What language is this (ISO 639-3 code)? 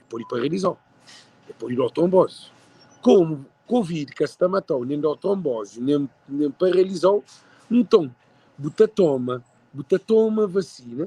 kea